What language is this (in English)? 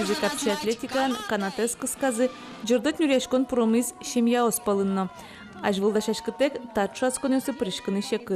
Udmurt